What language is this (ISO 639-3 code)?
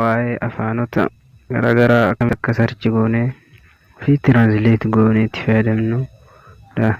orm